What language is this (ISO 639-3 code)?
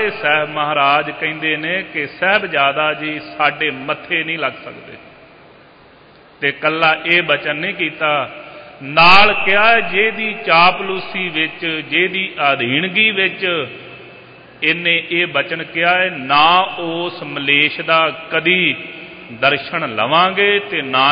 pan